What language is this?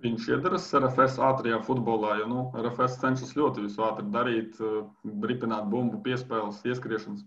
Latvian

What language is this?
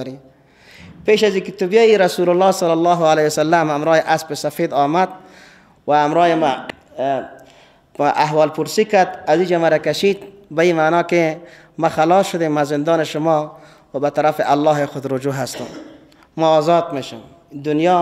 Persian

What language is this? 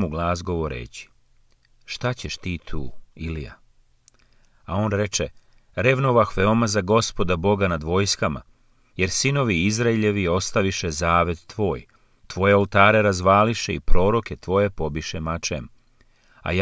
Serbian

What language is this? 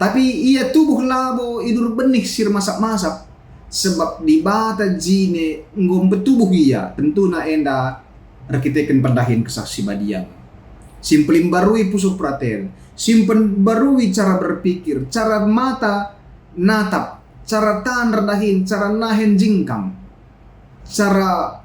Batak Karo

